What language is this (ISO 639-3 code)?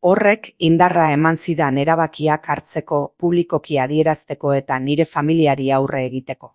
eus